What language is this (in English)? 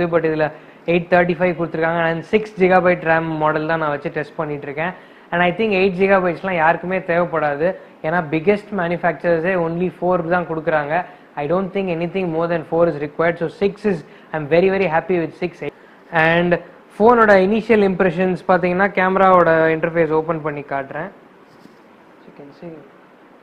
Tamil